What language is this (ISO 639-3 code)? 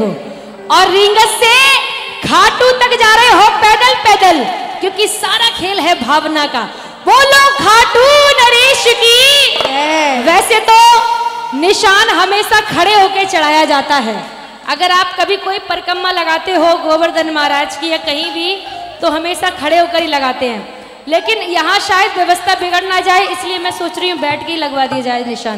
hin